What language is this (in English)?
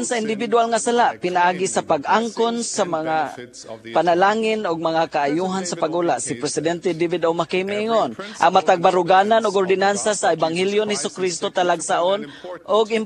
Cebuano